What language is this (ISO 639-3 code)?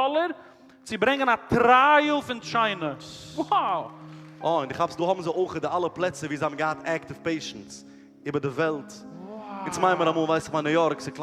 yid